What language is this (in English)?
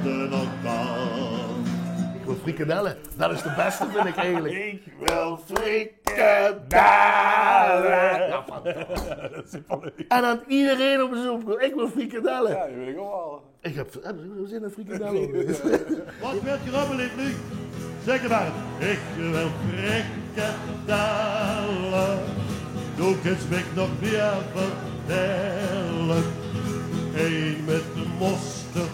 Limburgish